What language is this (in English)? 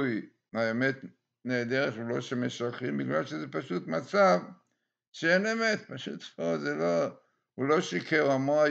Hebrew